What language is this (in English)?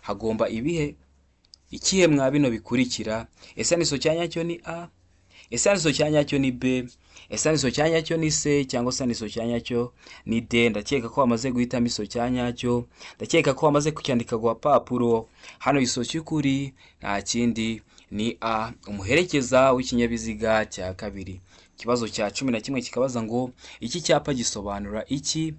Kinyarwanda